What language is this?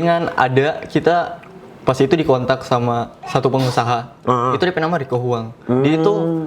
Manado Malay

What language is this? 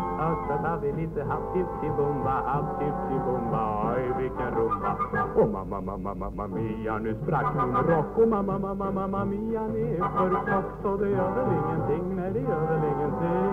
Swedish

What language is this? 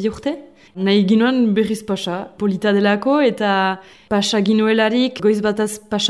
Basque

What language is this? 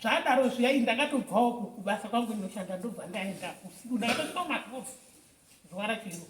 Shona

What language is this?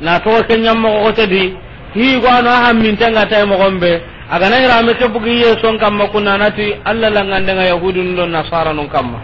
Soninke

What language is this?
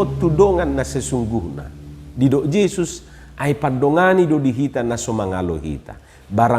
Batak Toba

